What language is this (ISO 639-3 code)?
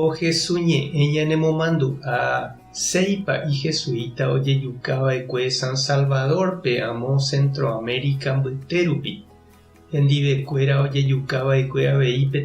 grn